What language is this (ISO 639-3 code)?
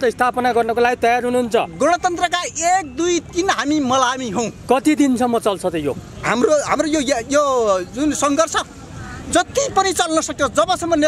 nep